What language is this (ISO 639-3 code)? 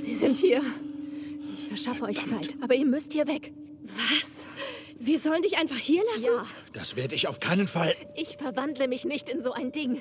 bar